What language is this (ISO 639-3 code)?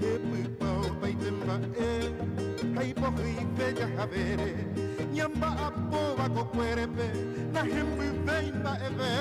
grn